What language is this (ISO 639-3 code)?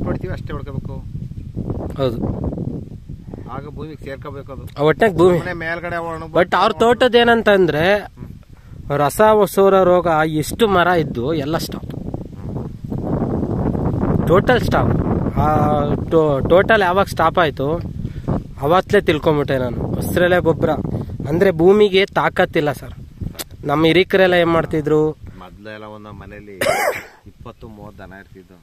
kan